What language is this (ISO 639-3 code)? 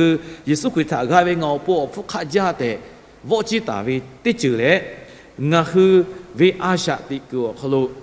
lhu